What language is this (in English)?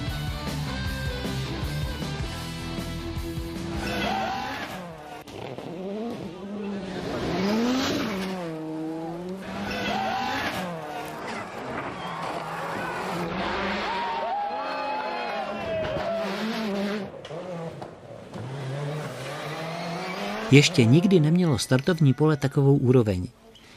Czech